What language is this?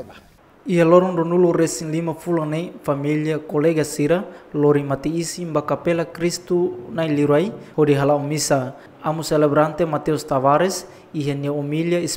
Tetum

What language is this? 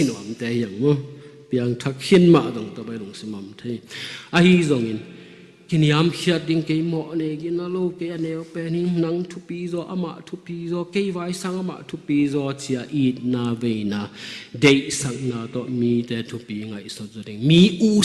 Tedim Chin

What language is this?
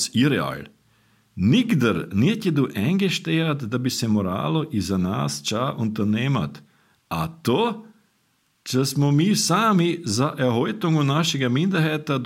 Croatian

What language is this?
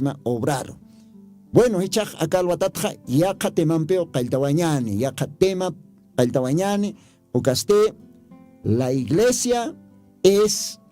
Aymara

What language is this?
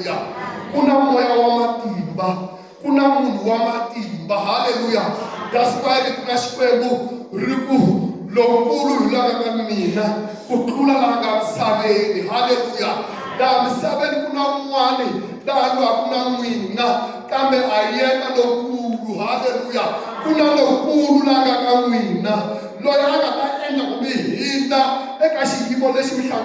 Tsonga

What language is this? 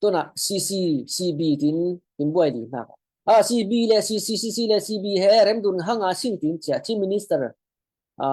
Falam Chin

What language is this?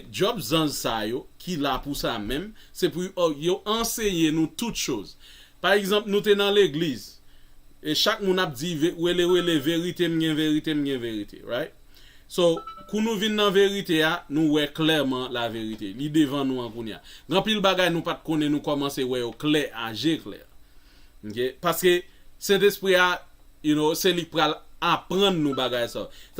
Haitian Creole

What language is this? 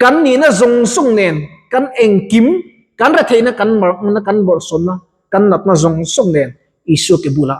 Mizo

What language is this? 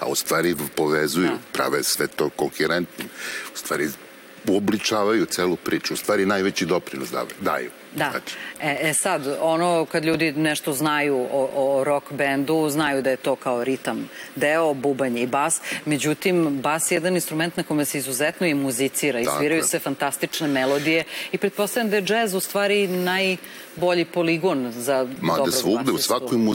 Serbian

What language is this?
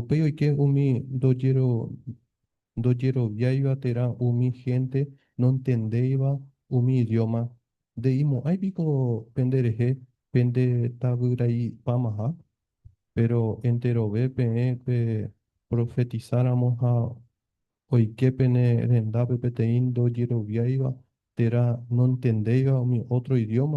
Guarani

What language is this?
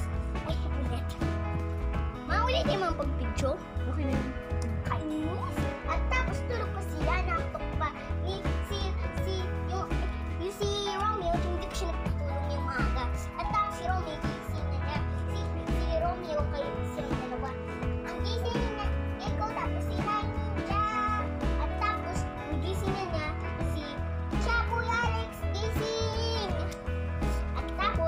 Filipino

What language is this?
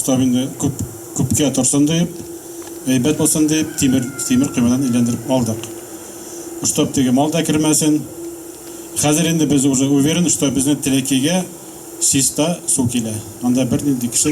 Tatar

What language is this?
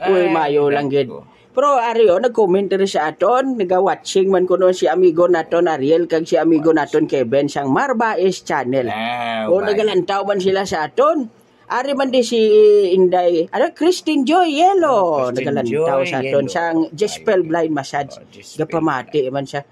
Hiligaynon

